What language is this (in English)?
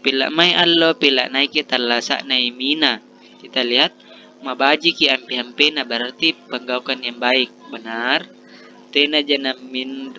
Makasar